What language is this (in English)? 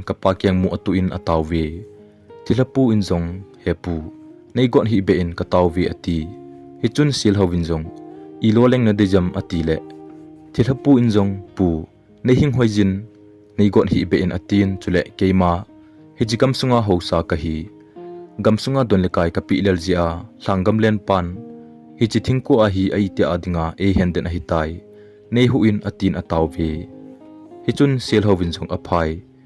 Thado Chin